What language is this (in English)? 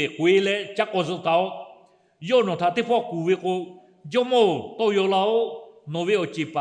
Lahu